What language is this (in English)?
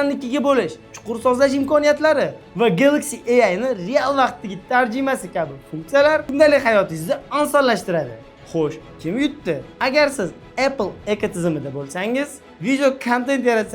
Uzbek